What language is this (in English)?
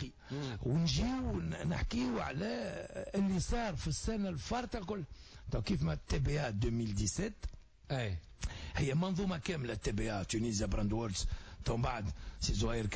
Tunisian Arabic